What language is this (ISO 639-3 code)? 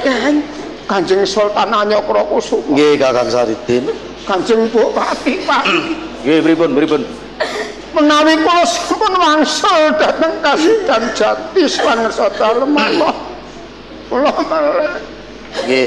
jav